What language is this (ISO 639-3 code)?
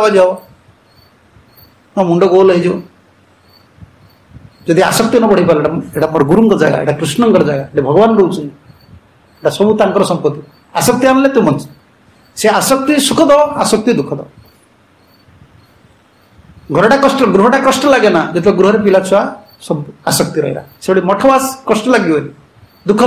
ori